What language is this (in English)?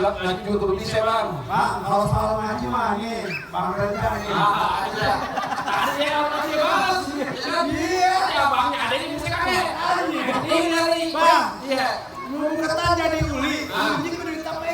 Betawi